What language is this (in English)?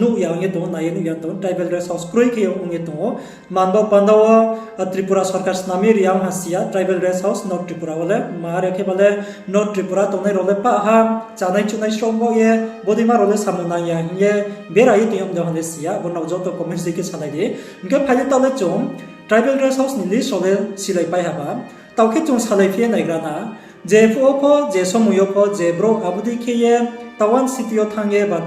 Riang (India)